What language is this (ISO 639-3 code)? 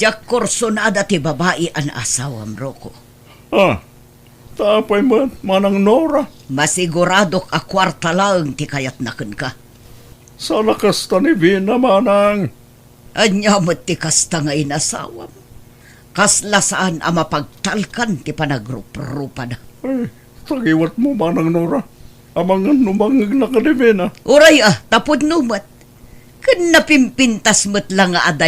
ilo